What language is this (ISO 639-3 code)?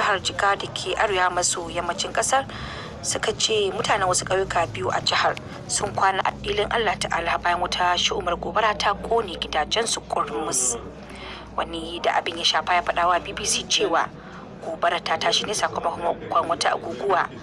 hau